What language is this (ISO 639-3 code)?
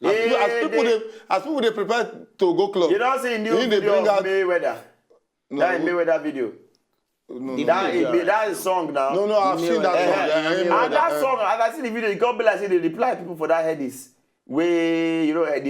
pcm